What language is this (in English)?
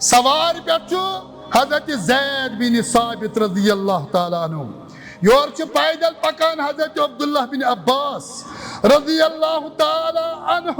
Kashmiri